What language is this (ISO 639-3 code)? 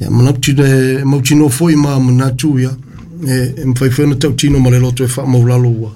smo